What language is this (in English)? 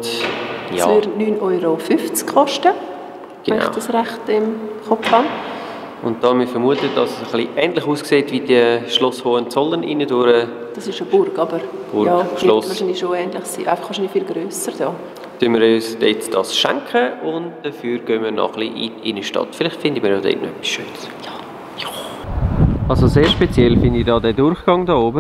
Swiss German